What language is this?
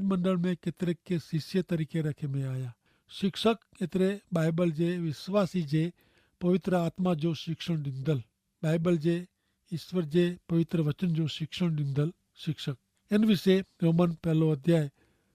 Kachhi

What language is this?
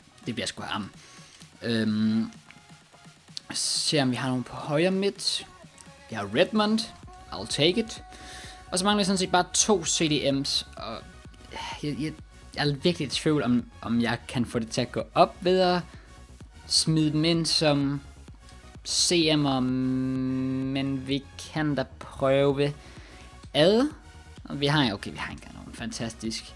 Danish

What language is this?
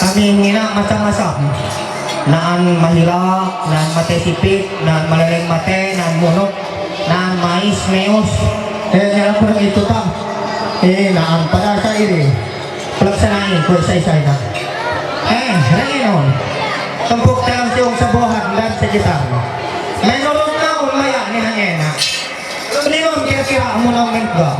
Ma'anyan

